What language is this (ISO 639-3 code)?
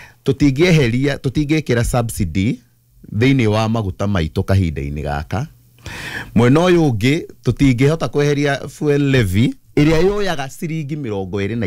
kik